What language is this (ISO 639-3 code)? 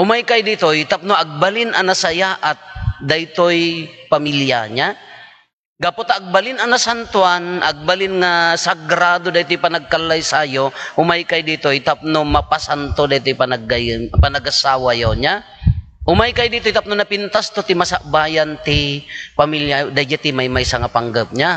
ilo